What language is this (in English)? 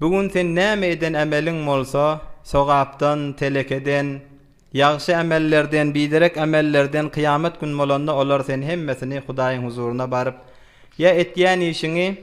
Turkmen